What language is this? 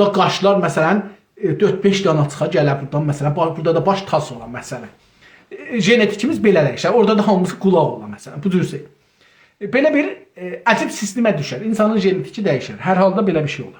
South Azerbaijani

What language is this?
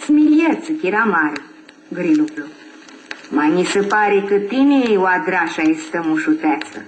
Aromanian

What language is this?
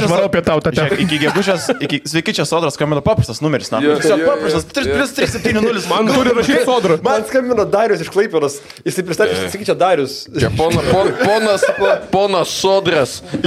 Lithuanian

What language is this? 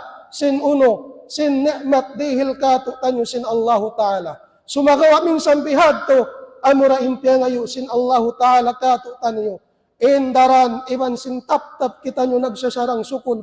Tausug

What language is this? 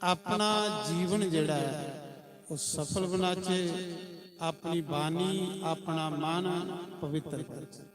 Dogri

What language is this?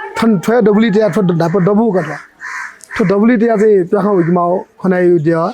Newari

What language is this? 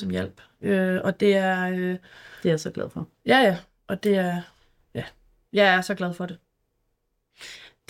Danish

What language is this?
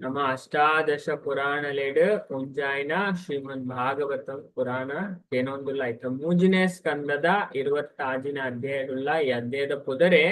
Tulu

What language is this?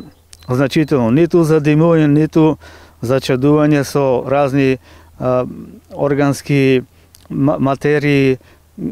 Macedonian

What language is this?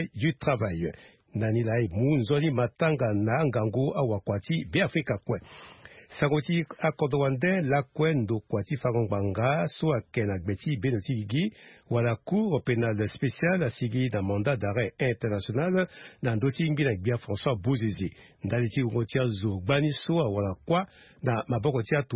Sango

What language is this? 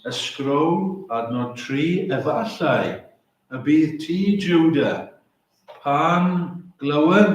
Welsh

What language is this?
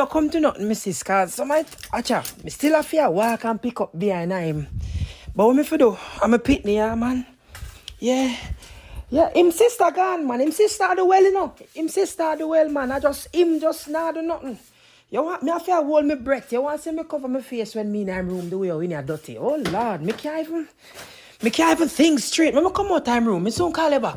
Jamaican Creole English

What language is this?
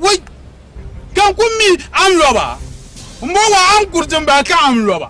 Dagbani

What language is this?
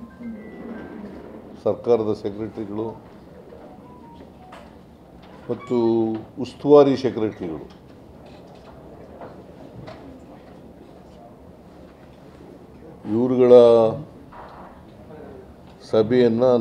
Kannada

